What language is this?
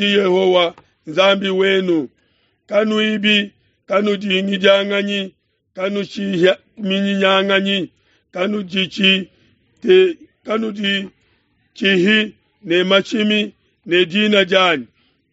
Luba-Lulua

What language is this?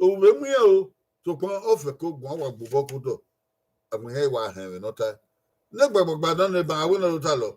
Bini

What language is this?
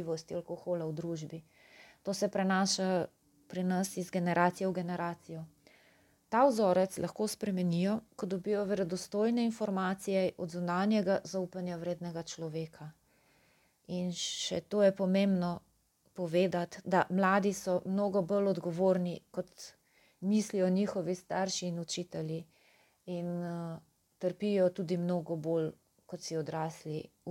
Slovenian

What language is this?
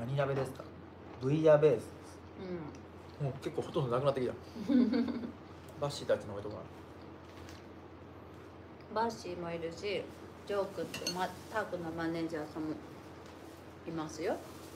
Japanese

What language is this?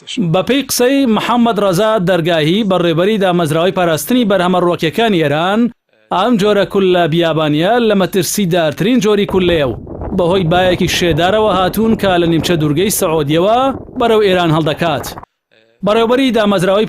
Central Kurdish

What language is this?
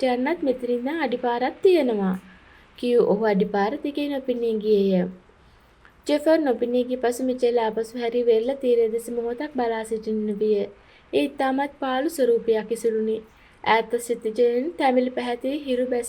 Sinhala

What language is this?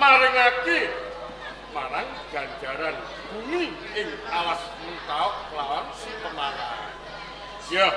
Javanese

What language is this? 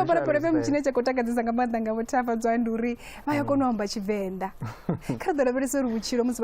Venda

